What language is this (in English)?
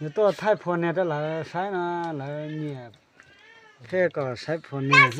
Hmong